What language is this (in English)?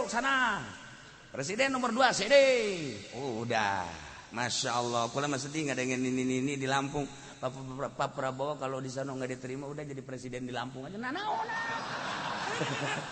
Sundanese